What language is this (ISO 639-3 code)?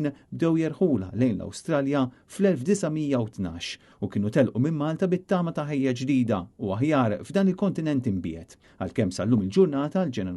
mlt